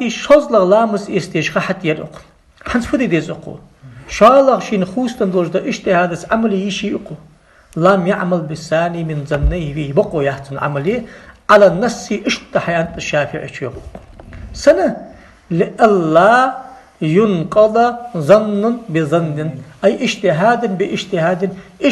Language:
Ingush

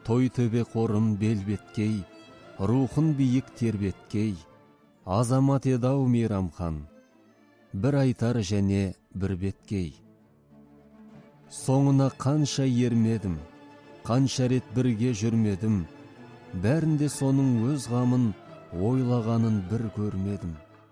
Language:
Kazakh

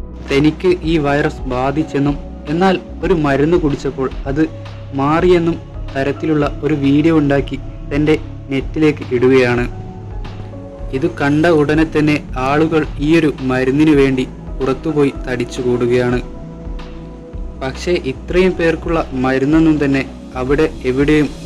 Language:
Malayalam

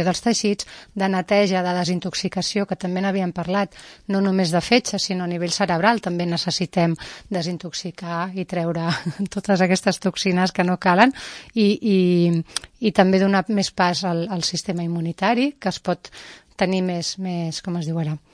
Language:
Catalan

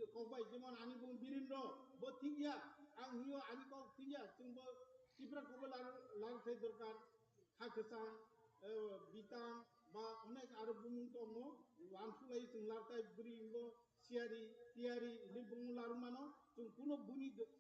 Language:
Kok Borok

